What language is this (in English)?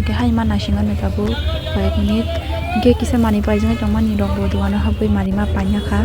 Kok Borok